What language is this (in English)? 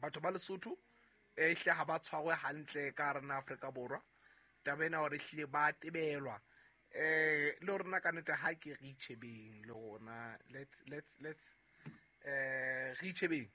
Southern Sotho